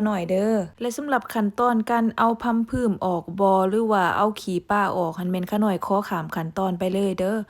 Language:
Lao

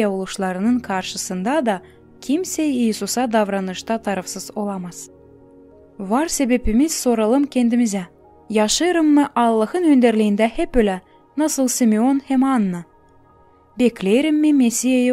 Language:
Gagauz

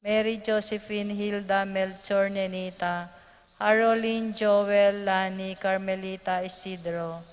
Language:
Pampanga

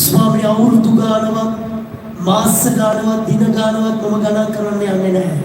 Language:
Sinhala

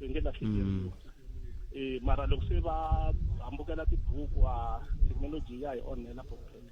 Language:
Tsonga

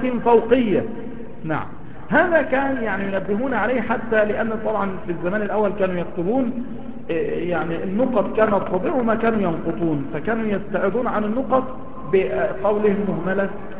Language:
Arabic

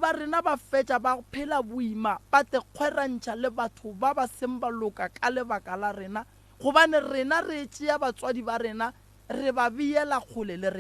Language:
Northern Sotho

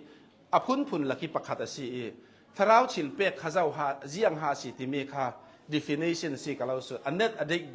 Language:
Hakha Chin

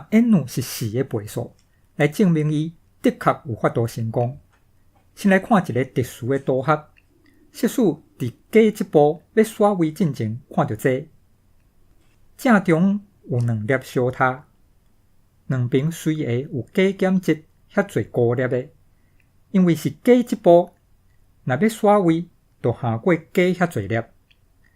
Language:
Min Nan Chinese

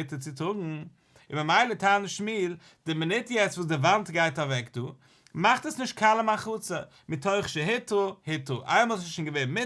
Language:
Yiddish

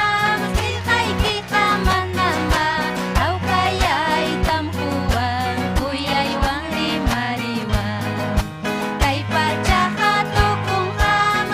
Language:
Ayacucho Quechua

